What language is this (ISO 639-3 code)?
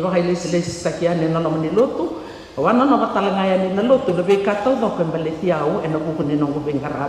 fij